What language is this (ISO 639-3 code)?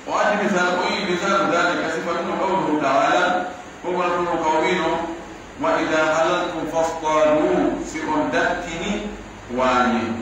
fuf